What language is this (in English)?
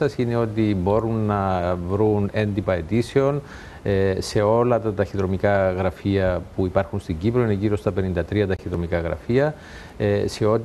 Greek